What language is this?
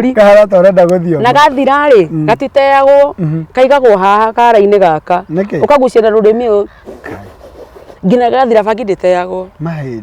Kikuyu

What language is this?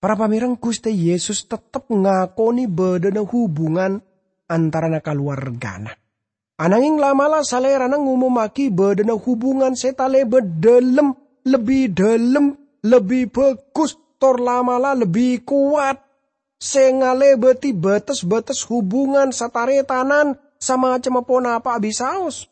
Madurese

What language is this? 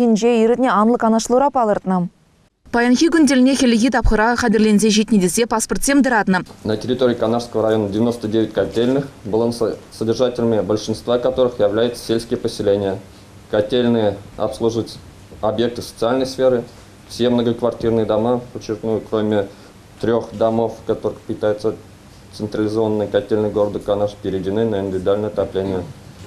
Chuvash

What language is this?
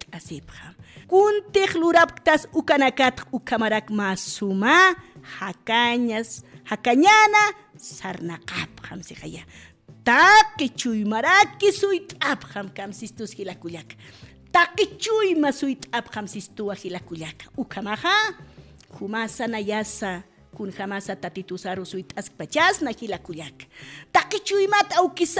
Aymara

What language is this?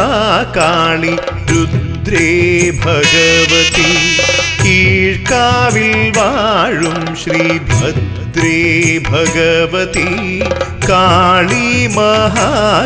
Malayalam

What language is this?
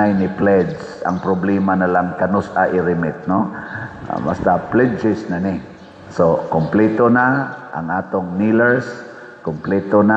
Cebuano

